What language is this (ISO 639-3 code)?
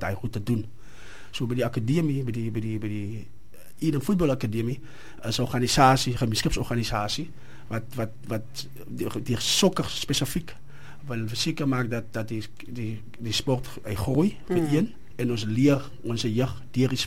afr